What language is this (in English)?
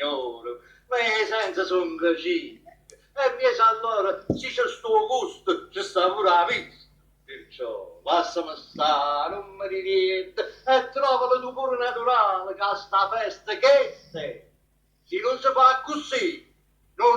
Neapolitan